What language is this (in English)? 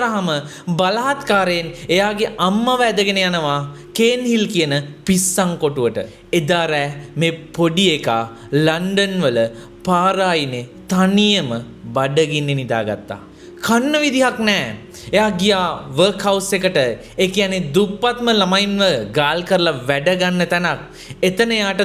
Sinhala